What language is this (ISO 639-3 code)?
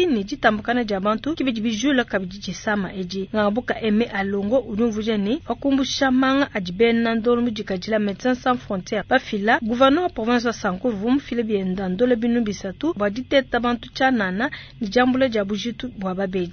lua